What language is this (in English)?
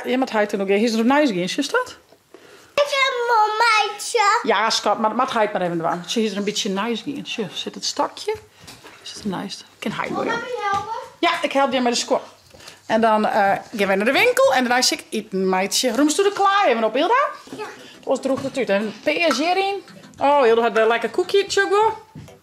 Western Frisian